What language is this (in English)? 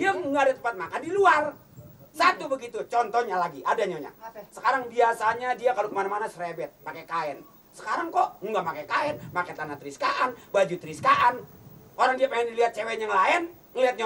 Betawi